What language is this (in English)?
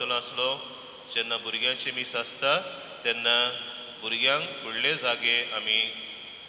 Konkani